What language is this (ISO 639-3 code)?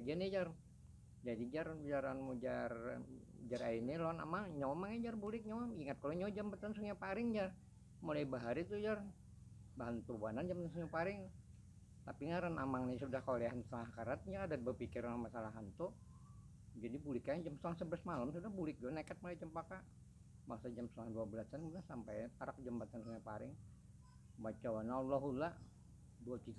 bjn